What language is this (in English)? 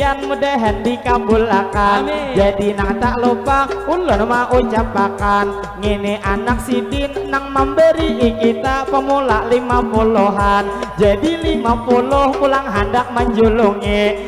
Banjar